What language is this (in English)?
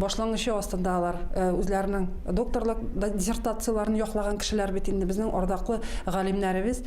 Bashkir